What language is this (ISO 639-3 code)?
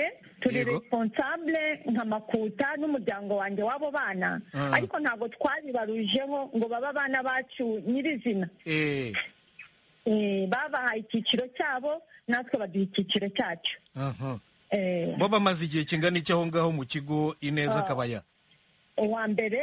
kin